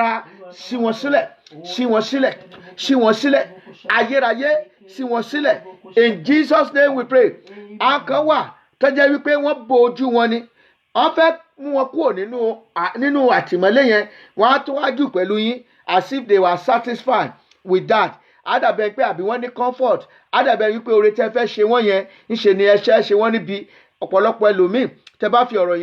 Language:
Yoruba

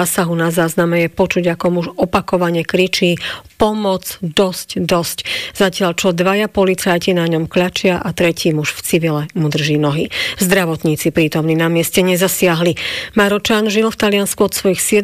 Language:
Slovak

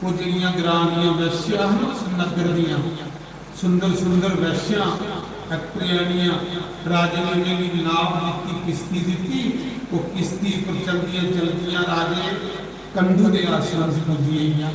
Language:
Dogri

